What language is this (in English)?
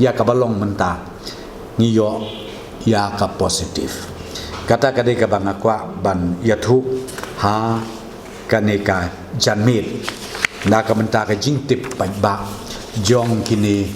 Khasi